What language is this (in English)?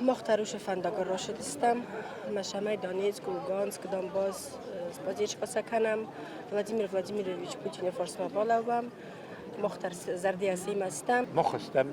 Ossetic